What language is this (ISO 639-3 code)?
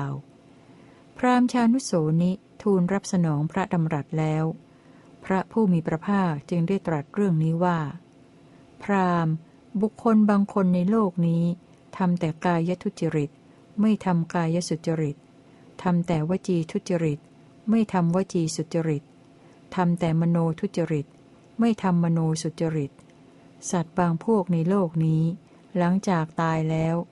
tha